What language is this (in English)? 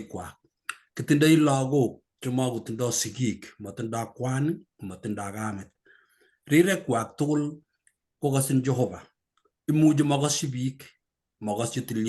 Kalenjin